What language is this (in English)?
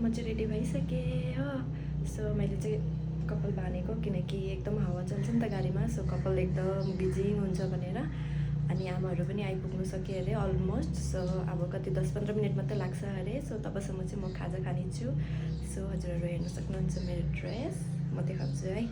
Nepali